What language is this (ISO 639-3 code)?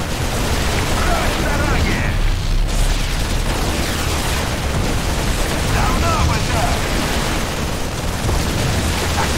rus